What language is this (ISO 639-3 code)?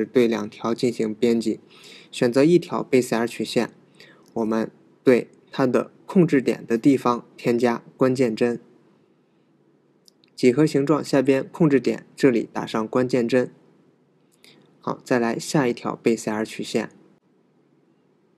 zho